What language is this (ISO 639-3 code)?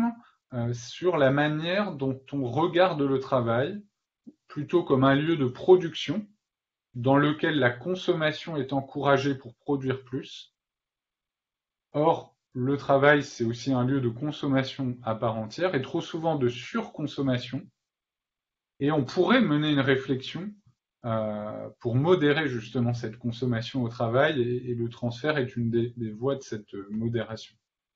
fra